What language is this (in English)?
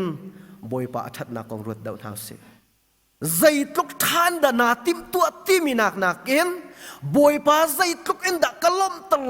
Hakha Chin